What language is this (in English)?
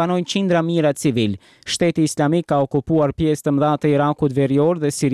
Albanian